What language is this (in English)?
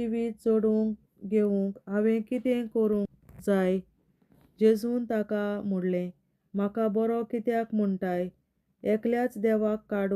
Konkani